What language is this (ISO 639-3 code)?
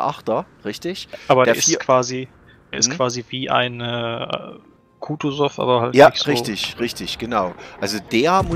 deu